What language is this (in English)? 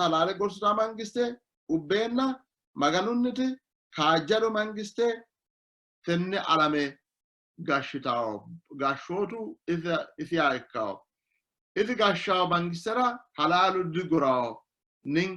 Sidamo